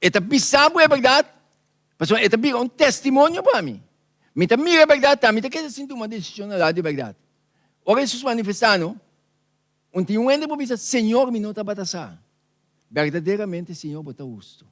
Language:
Papiamento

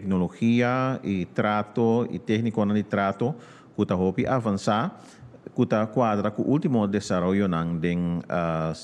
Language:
Papiamento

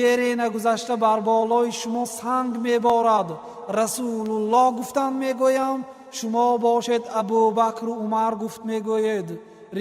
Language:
Tajik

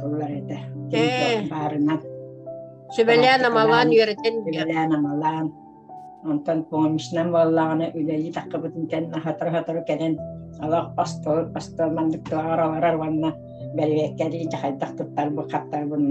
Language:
Yakut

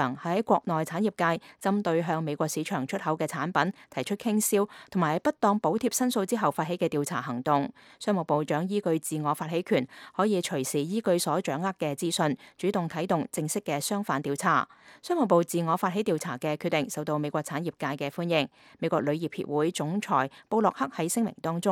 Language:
Cantonese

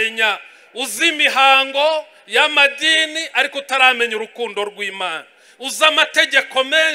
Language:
Kinyarwanda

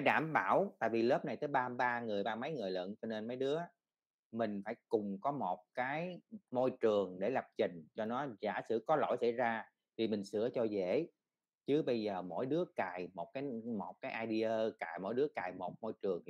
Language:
Vietnamese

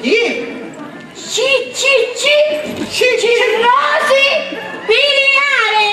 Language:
Sicilian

